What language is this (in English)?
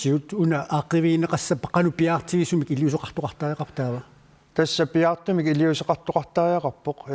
Kalaallisut